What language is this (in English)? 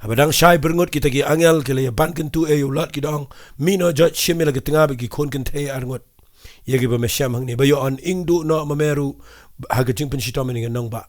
Khasi